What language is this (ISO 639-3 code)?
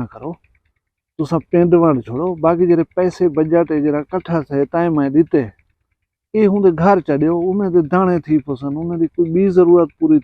skr